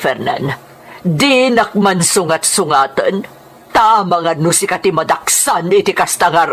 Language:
Iloko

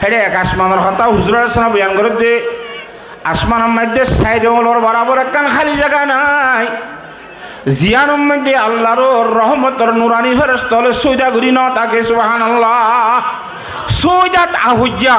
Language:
Rohingya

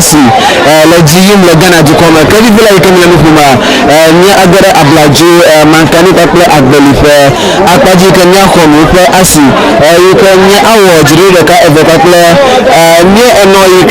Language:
Ewe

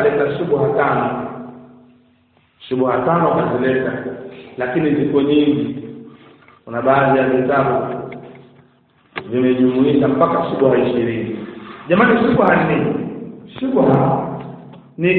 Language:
Swahili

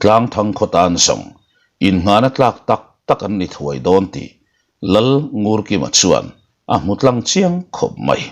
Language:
Mizo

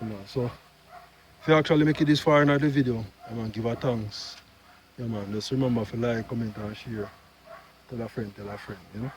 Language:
Jamaican Creole English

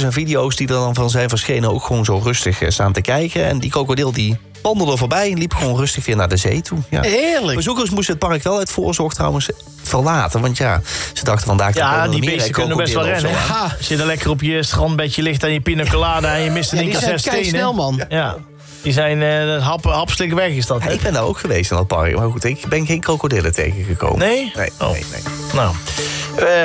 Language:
Dutch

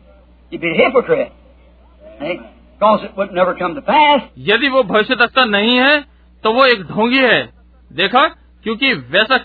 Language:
Hindi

